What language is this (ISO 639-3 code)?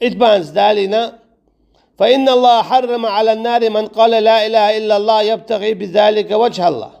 che